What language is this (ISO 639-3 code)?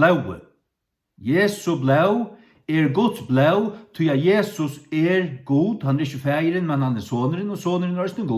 fao